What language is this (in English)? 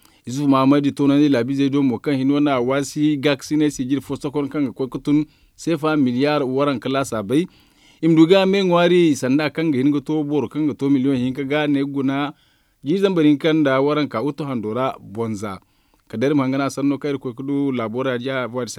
Zarma